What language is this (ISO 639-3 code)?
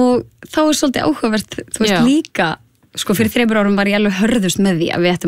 isl